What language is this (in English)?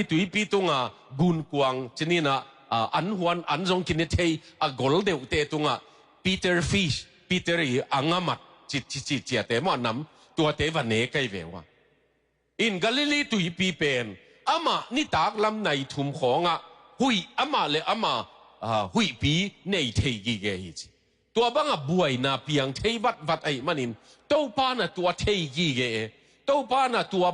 Tedim Chin